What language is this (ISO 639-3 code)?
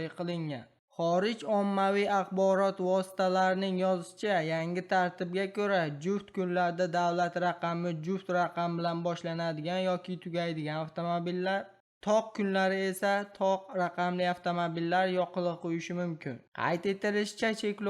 uzb